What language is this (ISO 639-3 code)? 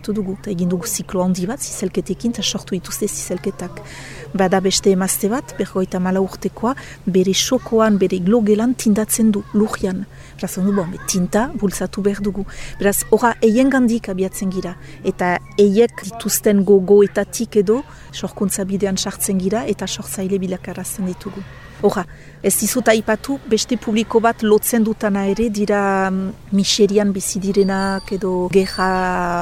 eus